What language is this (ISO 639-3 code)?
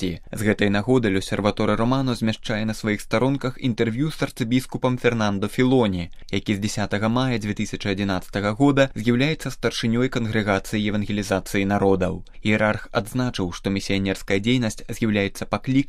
bel